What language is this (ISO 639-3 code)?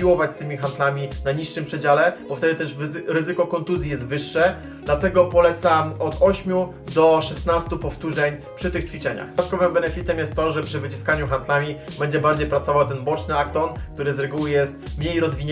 pol